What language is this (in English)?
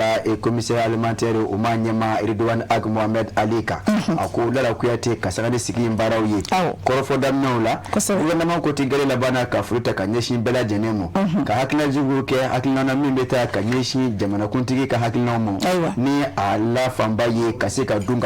Bambara